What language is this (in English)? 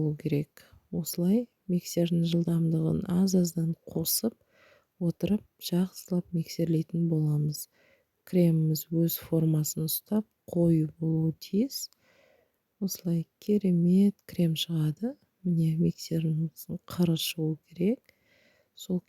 Kazakh